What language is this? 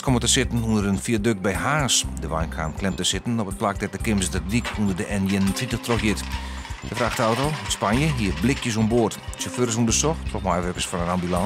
Western Frisian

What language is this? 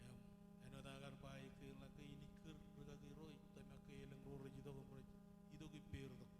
Marshallese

